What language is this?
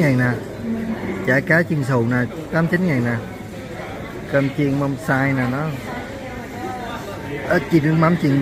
Vietnamese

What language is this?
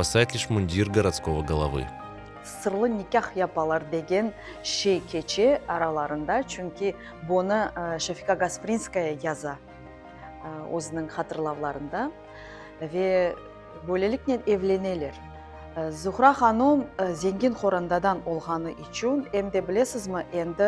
Crimean Tatar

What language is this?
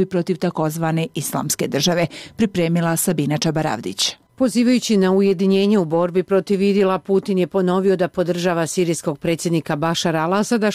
Bosnian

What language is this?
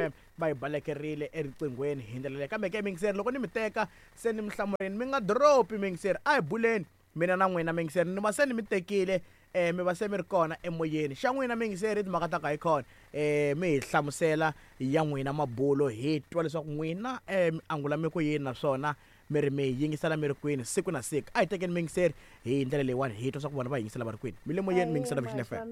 Tsonga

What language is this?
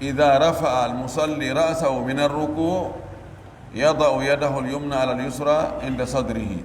Pular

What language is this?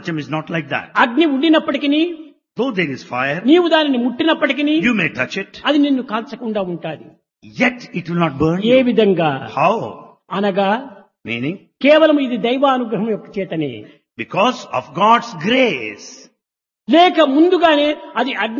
Telugu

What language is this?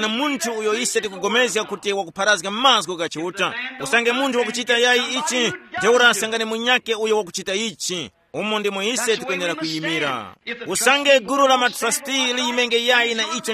Tumbuka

